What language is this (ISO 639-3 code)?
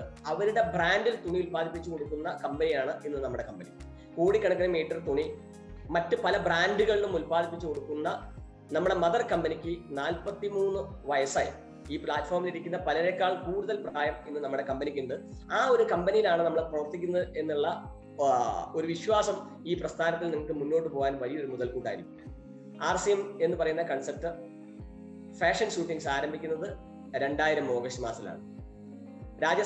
mal